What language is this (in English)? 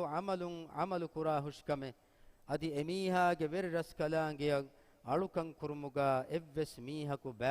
Divehi